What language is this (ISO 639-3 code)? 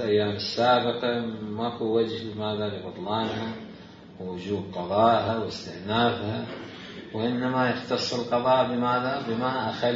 acm